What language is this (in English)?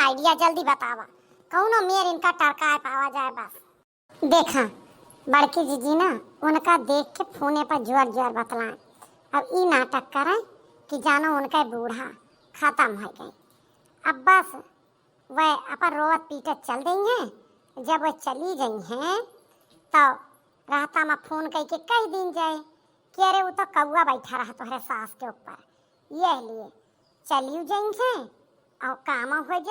Awadhi